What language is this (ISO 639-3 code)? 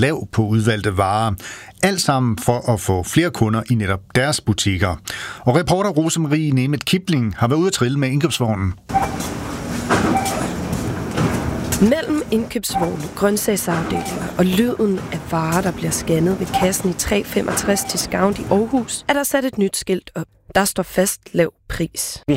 dan